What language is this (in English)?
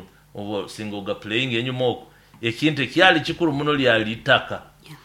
Nyoro